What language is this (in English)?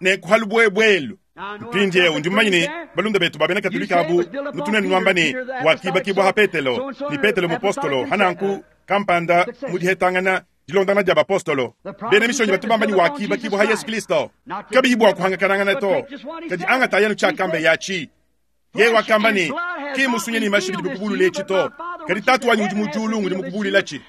Luba-Lulua